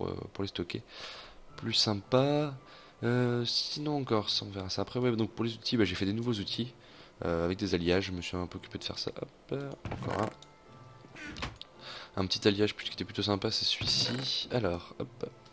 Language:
French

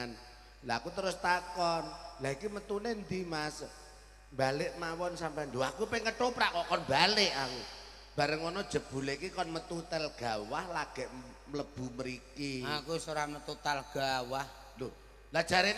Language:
Javanese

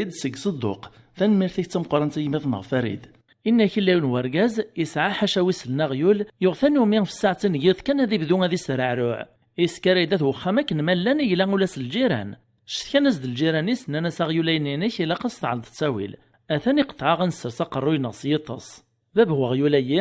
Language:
Kabyle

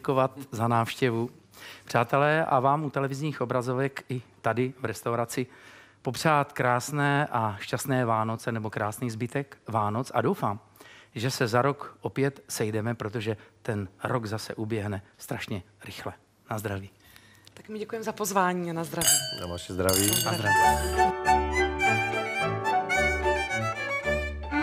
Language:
Czech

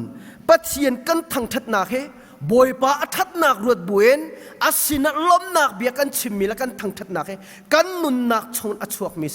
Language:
Hakha Chin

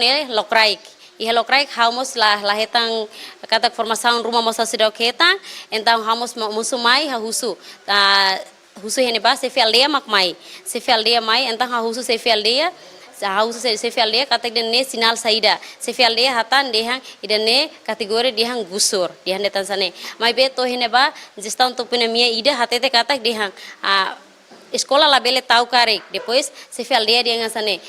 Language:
Tetum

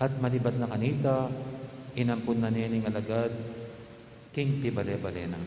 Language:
Pampanga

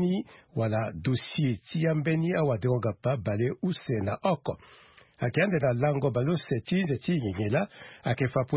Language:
Sango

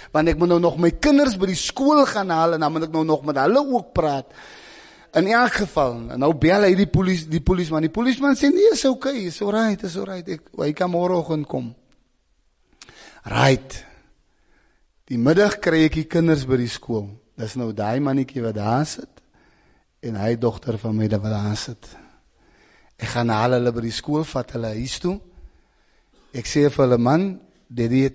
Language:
Afrikaans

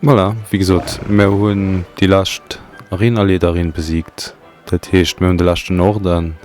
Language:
Luxembourgish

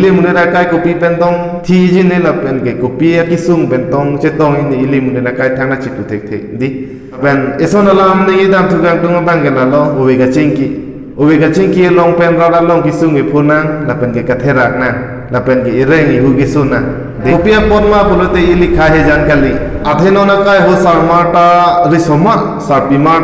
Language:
Karbi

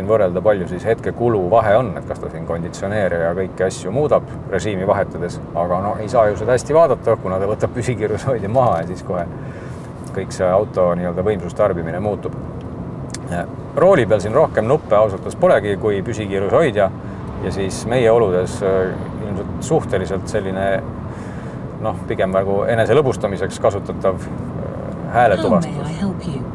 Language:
Estonian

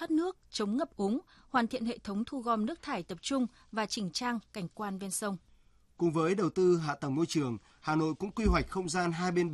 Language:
Vietnamese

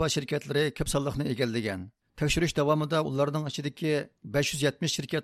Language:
Uyghur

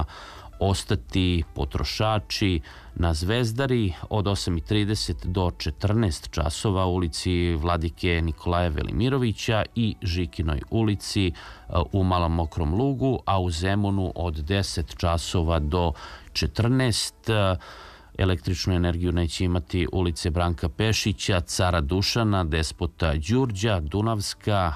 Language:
Serbian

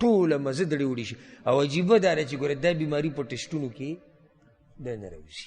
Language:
Pashto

